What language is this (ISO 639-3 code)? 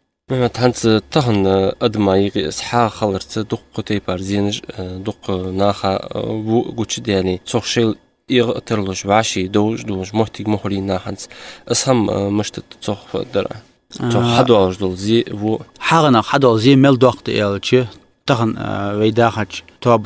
inh